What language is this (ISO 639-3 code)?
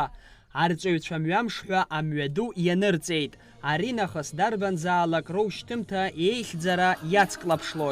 abk